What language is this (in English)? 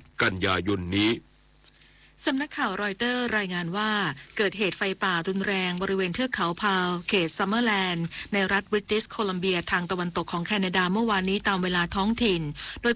Thai